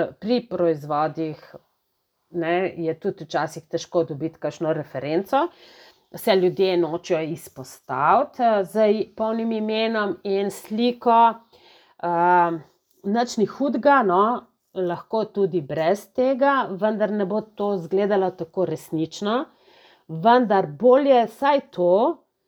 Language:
Slovenian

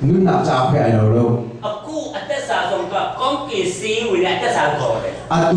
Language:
Hakha Chin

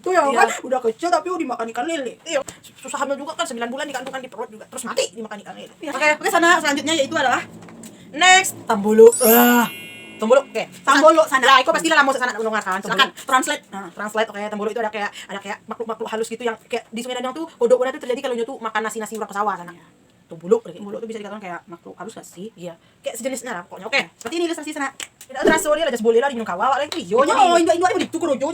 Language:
Minangkabau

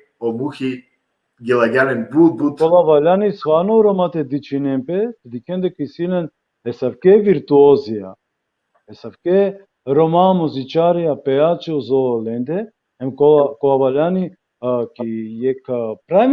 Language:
Balkan Romani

